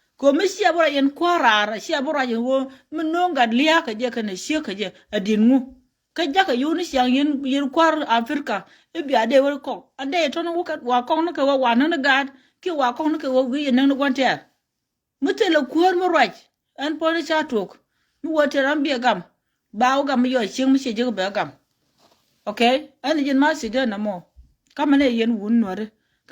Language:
Nuer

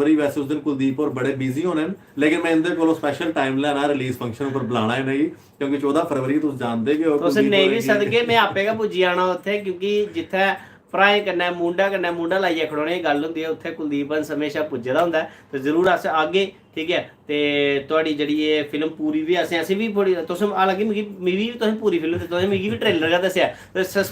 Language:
Dogri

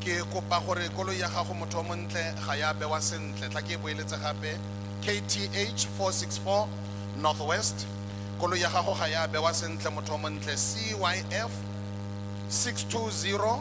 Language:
Tswana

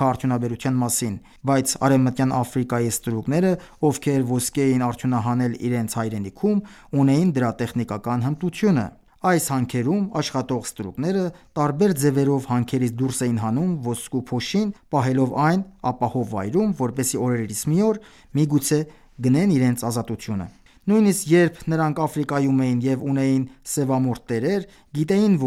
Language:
Armenian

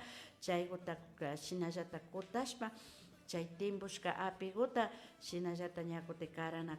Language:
Imbabura Highland Quichua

